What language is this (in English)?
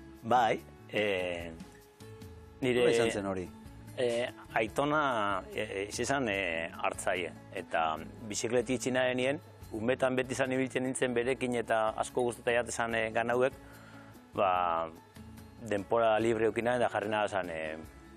Basque